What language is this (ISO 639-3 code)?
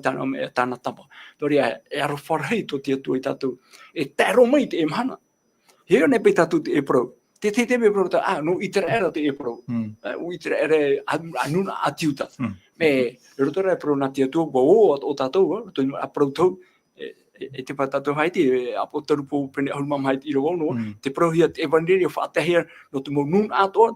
tah